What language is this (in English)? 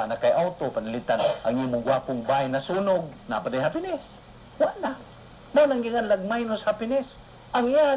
Cebuano